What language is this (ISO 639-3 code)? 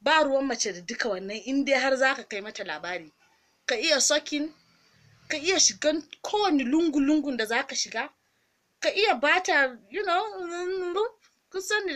hau